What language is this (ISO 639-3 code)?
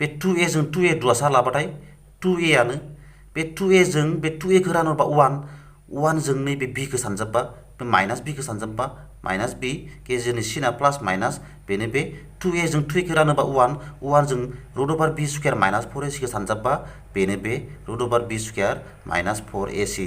brx